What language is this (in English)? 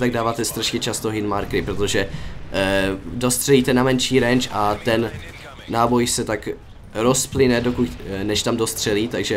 Czech